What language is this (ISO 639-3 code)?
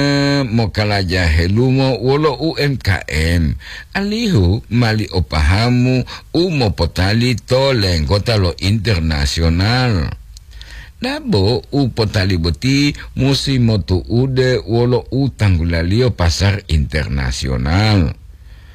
gor